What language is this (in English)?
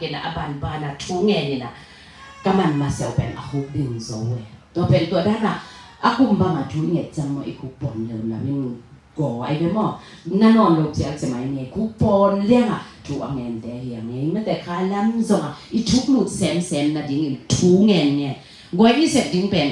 Tedim Chin